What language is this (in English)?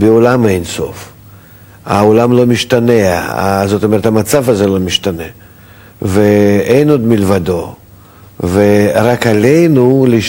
Hebrew